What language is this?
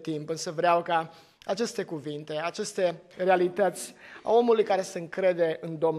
Romanian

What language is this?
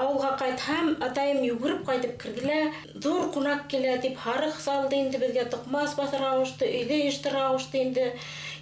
Bashkir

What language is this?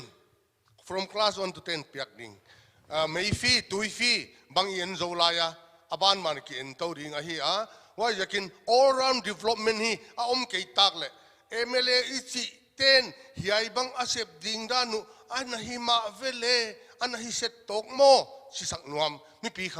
Paite Chin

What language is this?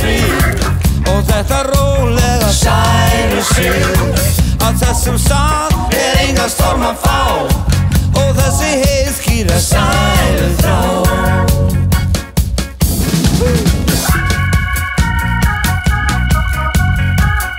Icelandic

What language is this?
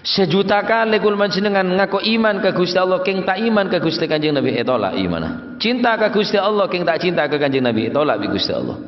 Madurese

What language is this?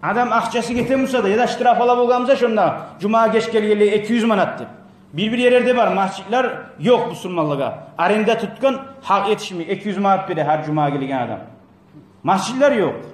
Kumyk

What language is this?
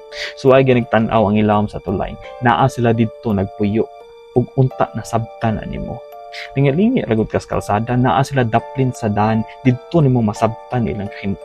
Cebuano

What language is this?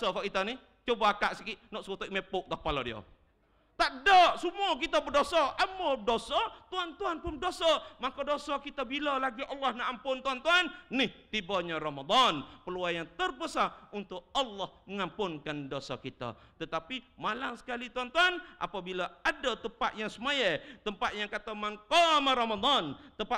Malay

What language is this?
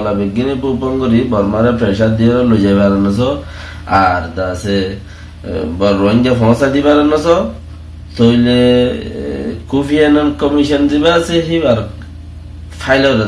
Rohingya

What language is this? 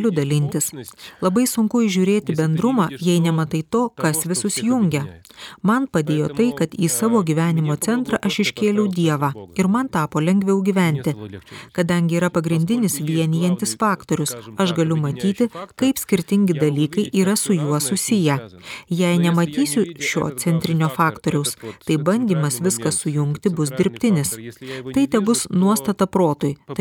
Lithuanian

